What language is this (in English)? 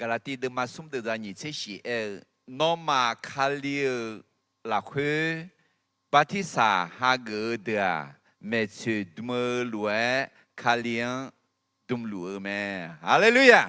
Akha